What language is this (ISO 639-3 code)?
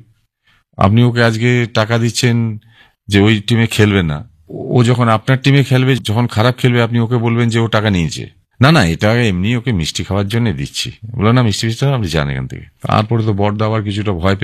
ben